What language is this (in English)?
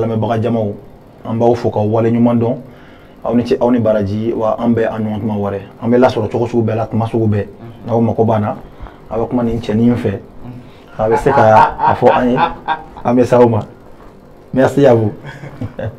Bambara